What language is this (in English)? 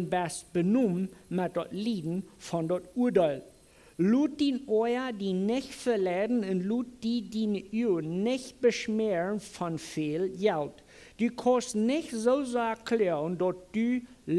Plautdietsch